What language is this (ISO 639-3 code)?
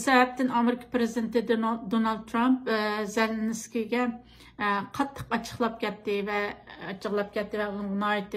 uig